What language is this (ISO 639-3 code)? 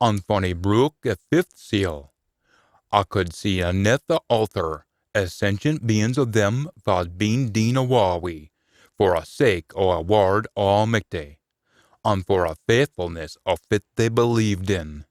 sco